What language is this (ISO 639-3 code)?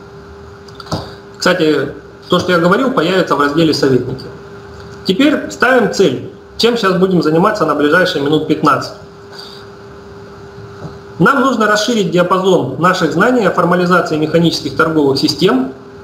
rus